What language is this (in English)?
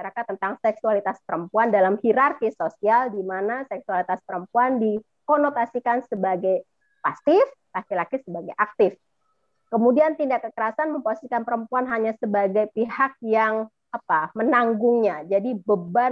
Indonesian